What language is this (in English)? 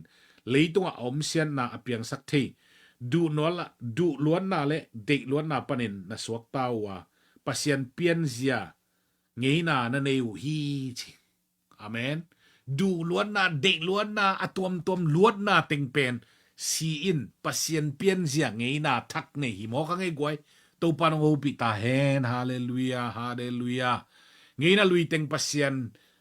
Tedim Chin